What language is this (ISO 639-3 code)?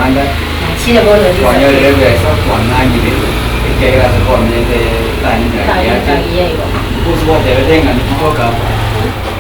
guz